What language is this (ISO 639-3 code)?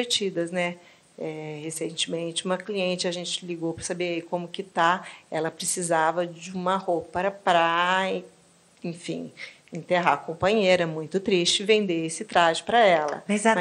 por